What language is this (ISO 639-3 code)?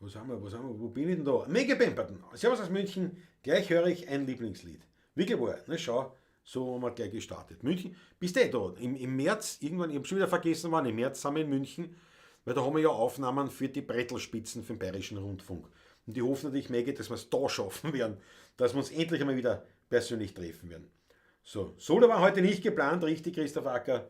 bar